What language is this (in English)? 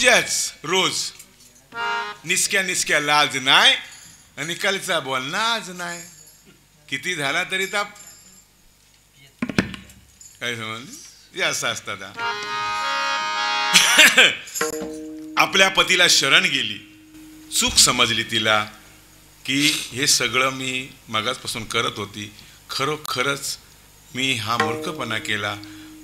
Marathi